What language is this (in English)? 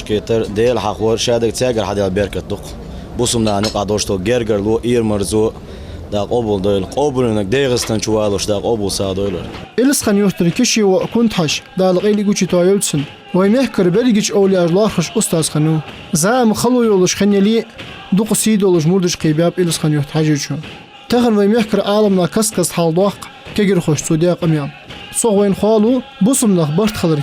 Ingush